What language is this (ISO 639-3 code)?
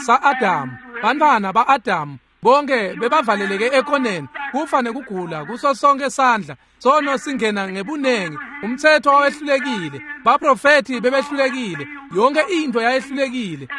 ssw